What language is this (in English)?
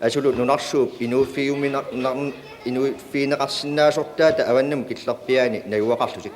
Kalaallisut